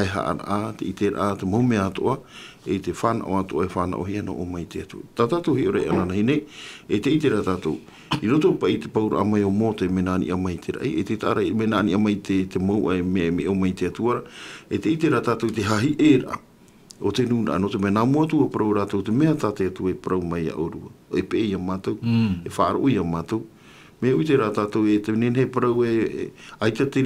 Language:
Tahitian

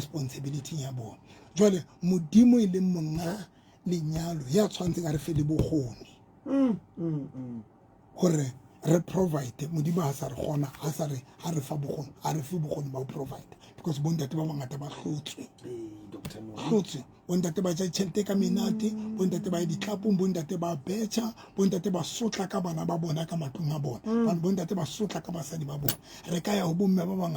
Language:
Southern Sotho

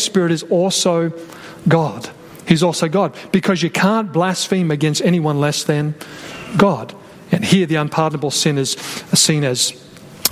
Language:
English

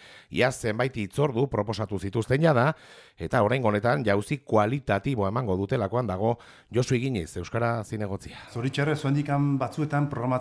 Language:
Basque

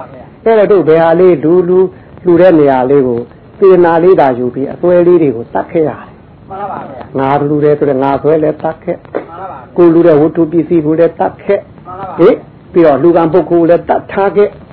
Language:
Burmese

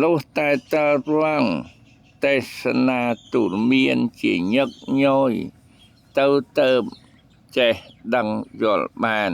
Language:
Khmer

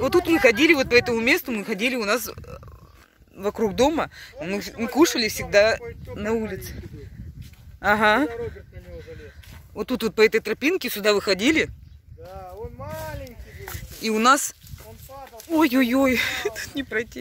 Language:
Russian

